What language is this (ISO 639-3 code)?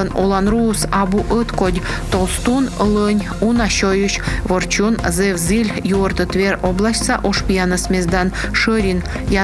kom